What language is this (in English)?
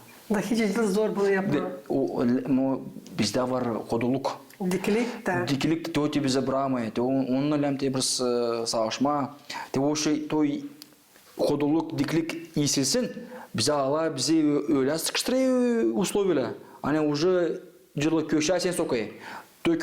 Gagauz